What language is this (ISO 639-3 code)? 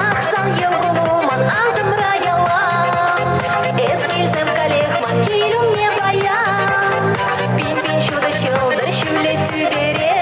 chv